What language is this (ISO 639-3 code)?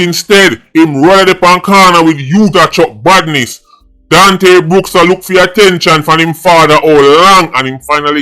jam